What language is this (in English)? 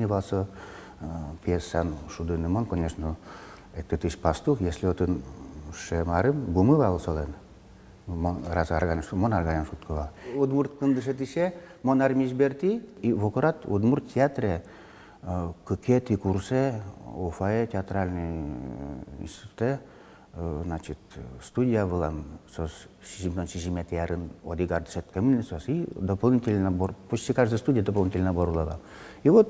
Udmurt